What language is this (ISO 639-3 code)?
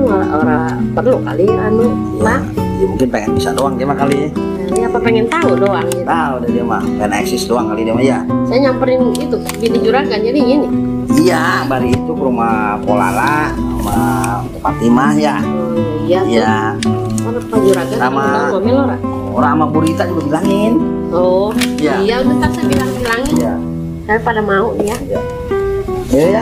bew